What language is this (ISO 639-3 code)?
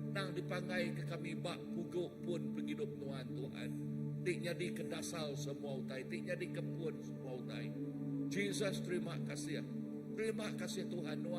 iba